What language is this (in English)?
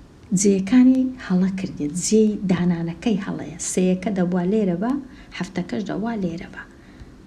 Central Kurdish